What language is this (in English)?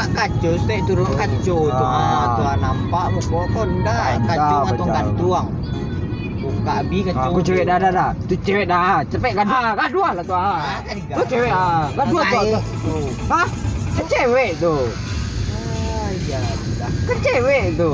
Minangkabau